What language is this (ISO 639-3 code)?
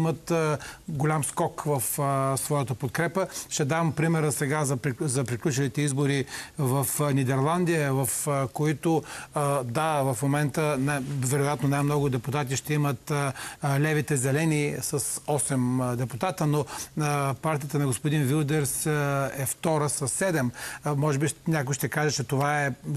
bul